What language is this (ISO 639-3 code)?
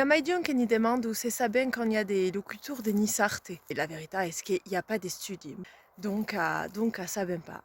oci